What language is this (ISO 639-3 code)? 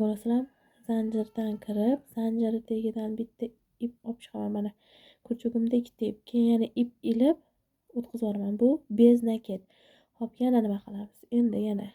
uzb